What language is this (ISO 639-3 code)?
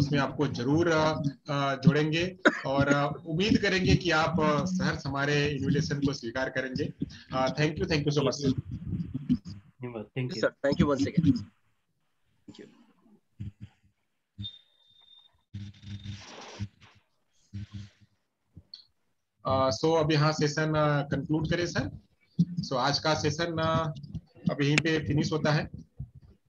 hin